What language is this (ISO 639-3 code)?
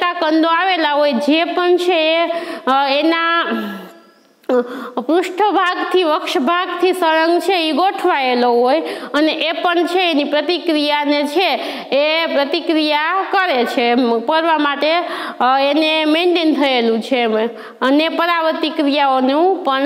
guj